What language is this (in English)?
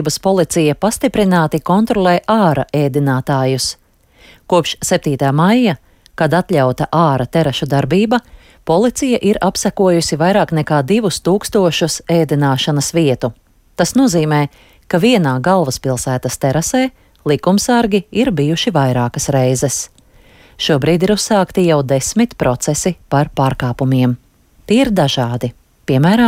Latvian